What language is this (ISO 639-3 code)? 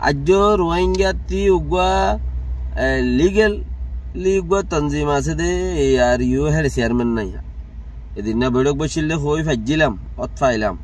rhg